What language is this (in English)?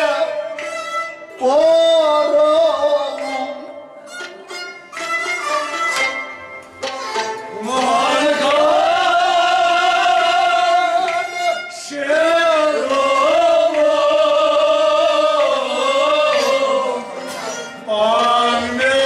Kashmiri